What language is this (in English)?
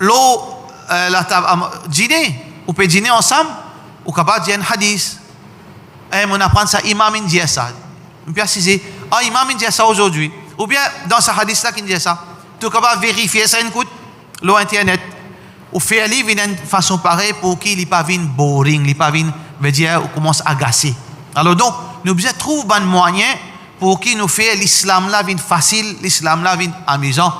Morisyen